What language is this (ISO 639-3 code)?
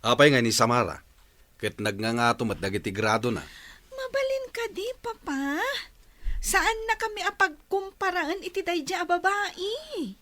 ilo